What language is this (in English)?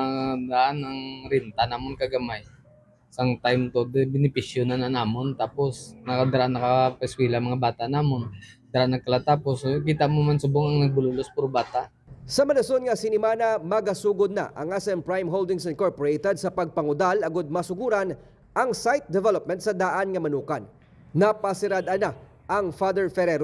Hiligaynon